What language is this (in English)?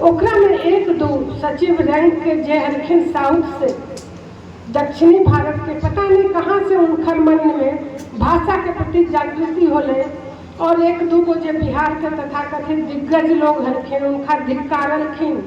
Magahi